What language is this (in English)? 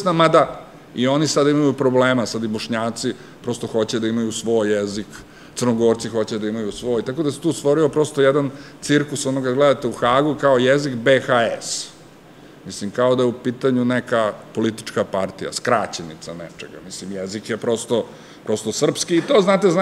Serbian